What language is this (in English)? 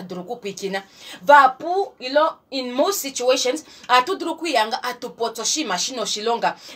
Kuanyama